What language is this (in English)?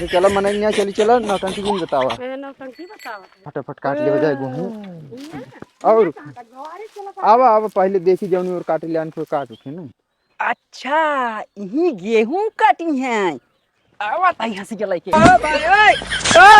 Awadhi